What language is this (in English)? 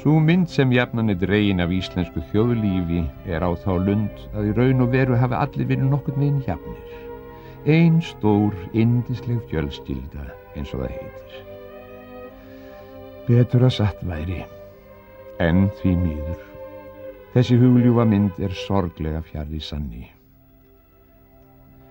Icelandic